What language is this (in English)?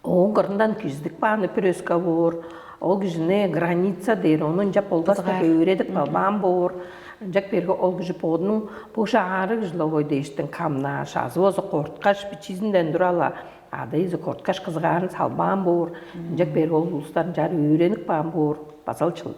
Tuvinian